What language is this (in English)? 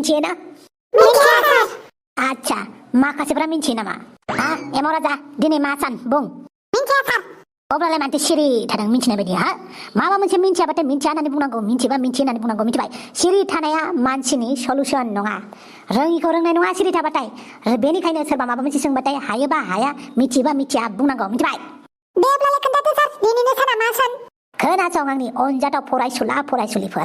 Bodo